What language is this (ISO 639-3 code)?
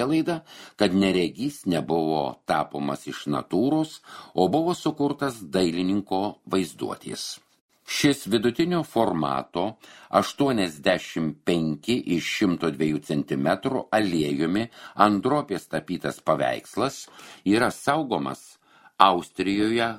lit